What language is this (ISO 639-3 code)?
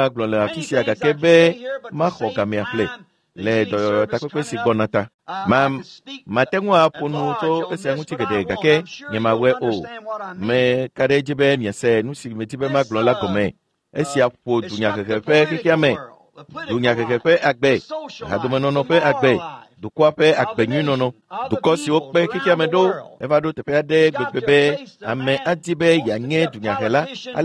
ewe